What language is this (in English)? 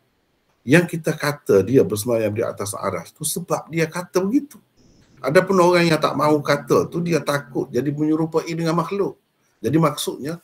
Malay